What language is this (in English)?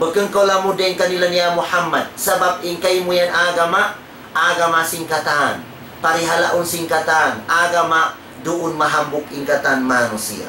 Tausug